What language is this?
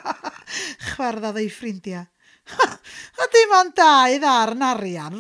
Welsh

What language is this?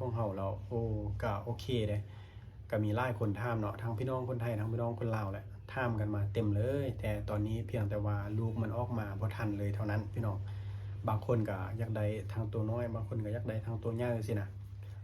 Lao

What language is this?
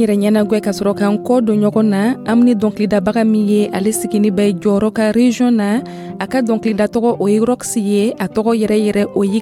Dyula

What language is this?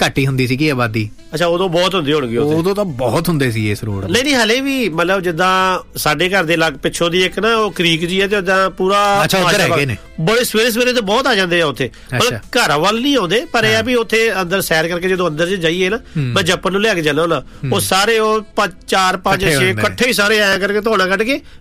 Punjabi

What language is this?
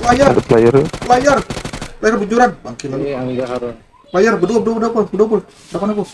Banjar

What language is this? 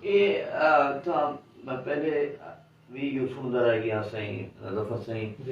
Saraiki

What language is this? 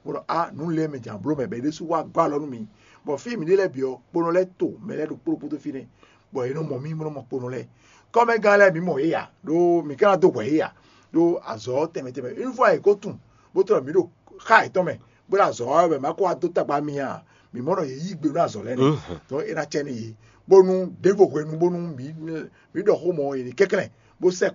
Fon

